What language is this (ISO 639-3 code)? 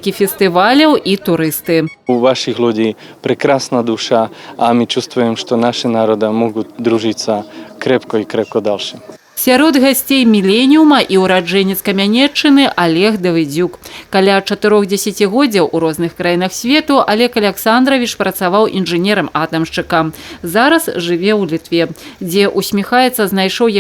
bel